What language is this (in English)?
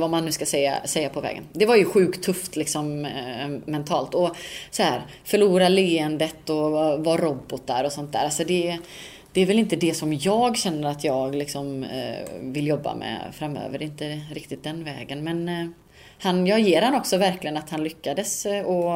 Swedish